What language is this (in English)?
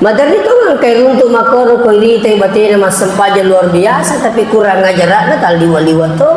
Buginese